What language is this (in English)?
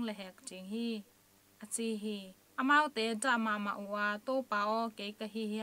Tedim Chin